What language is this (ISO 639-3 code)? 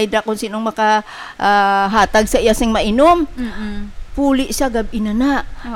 hil